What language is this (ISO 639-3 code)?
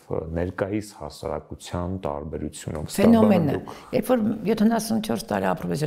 hye